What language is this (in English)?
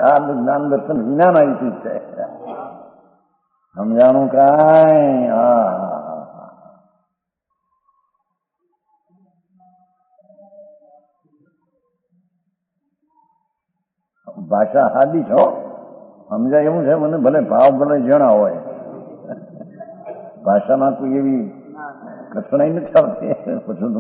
Gujarati